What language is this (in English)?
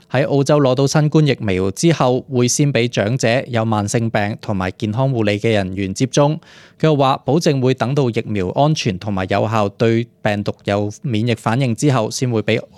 Cantonese